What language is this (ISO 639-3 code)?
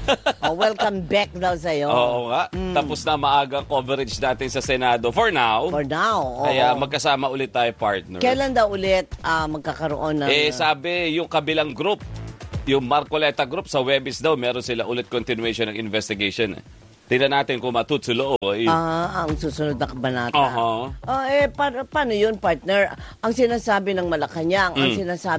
fil